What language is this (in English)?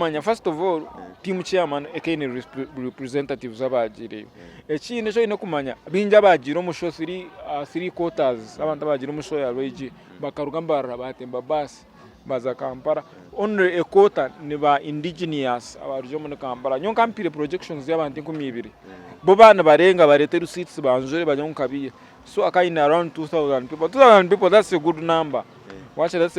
Nyankole